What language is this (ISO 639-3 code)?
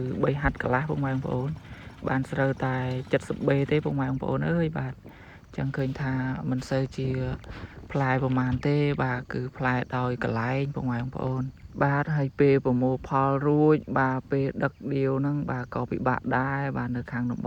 khm